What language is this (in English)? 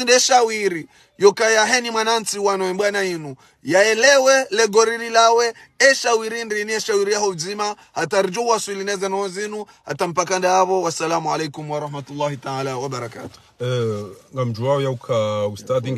Ngazidja Comorian